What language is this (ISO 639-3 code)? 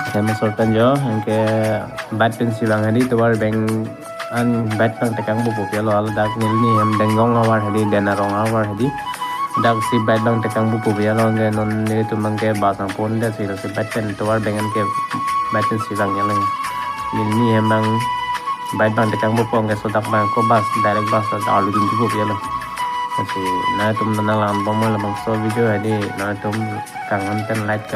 mjw